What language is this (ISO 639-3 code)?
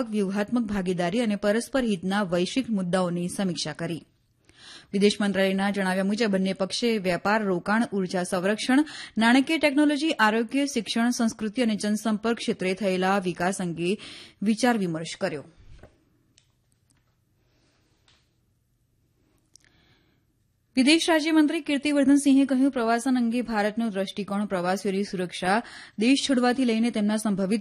guj